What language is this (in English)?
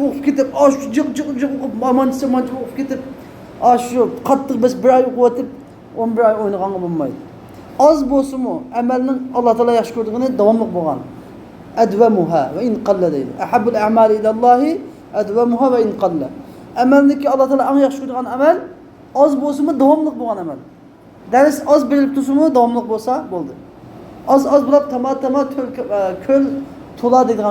Uyghur